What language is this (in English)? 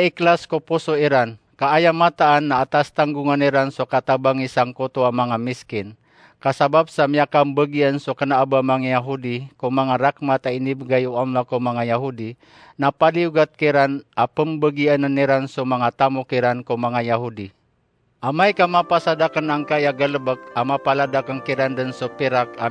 Maranao